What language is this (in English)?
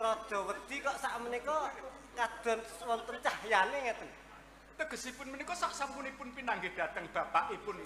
Javanese